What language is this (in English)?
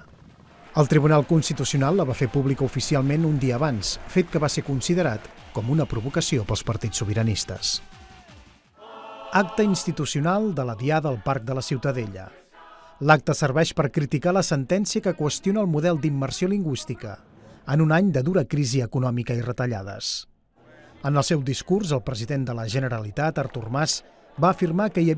Catalan